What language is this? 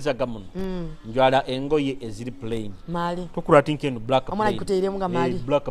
Nyoro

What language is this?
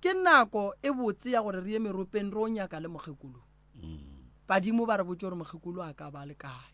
Northern Sotho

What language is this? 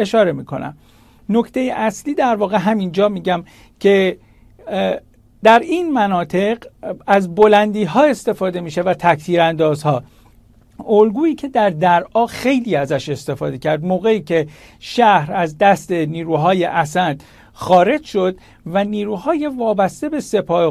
Persian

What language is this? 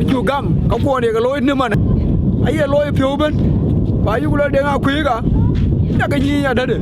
Dinka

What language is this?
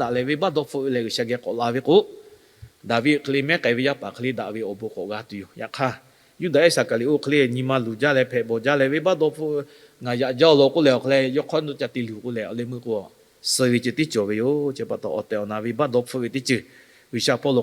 Lahu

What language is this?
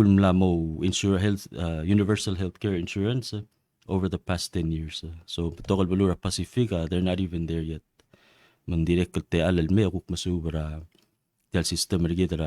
Palauan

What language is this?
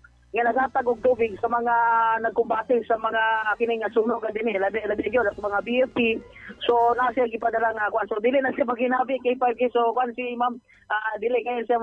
Cebuano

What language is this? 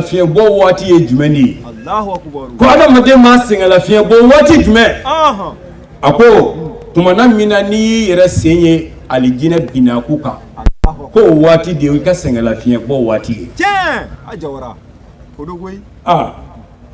Bambara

